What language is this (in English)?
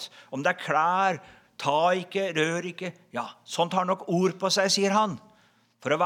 Norwegian